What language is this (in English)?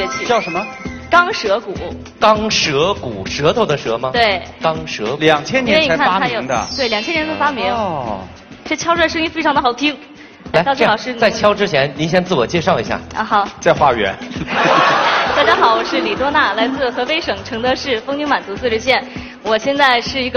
Chinese